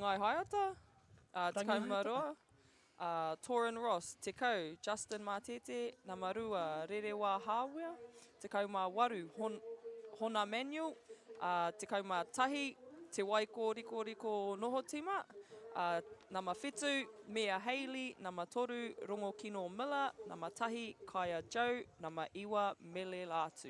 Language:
Māori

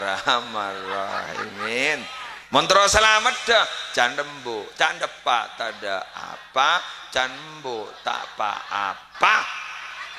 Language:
Madurese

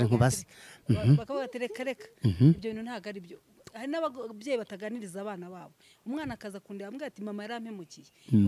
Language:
Kinyarwanda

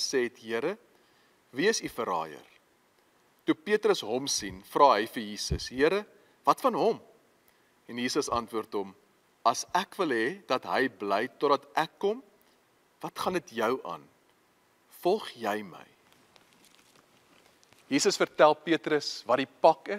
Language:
Afrikaans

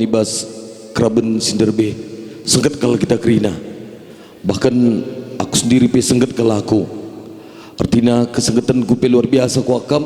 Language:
Batak Karo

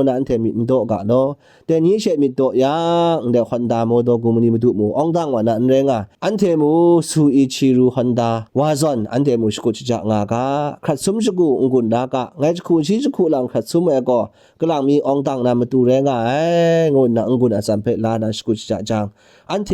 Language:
Kachin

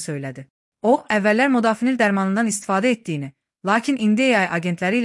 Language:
Azerbaijani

